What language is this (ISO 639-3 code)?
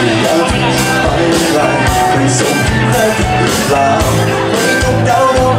tha